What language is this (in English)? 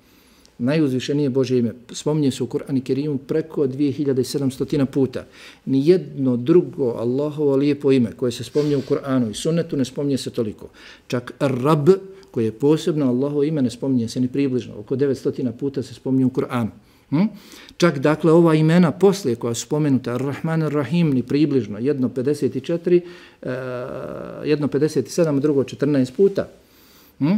Bosnian